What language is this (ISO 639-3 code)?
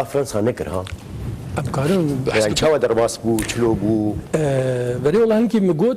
kur